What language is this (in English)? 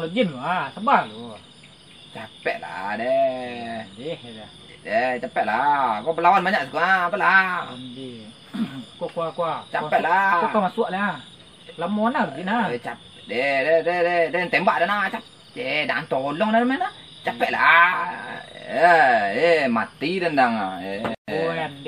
Minangkabau